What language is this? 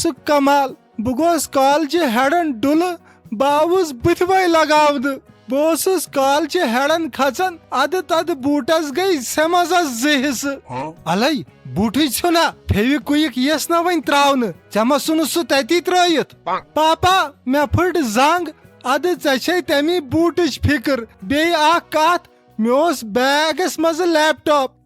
Kashmiri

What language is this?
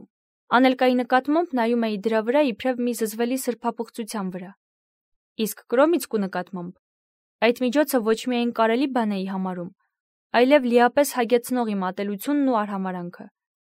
Armenian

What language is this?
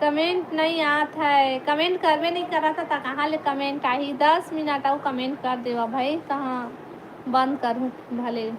Chhattisgarhi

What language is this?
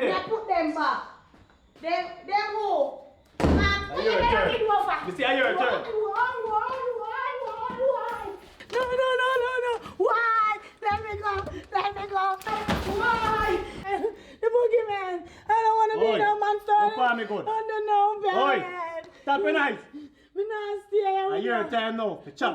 Jamaican Creole English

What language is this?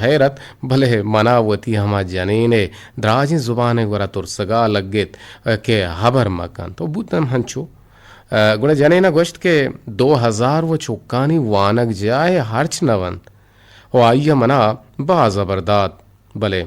Eastern Balochi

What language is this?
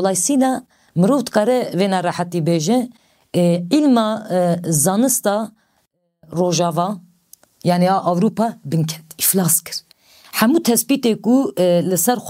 Kurdish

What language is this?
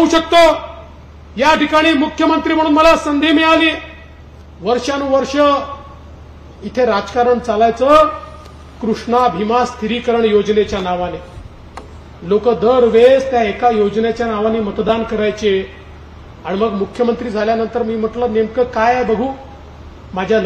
Marathi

